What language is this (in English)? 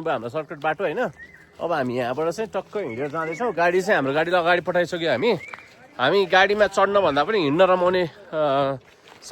Nepali